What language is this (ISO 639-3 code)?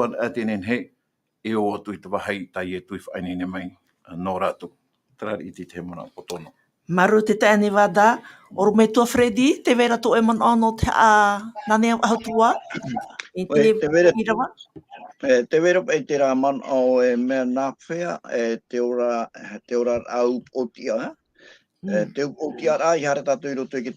tah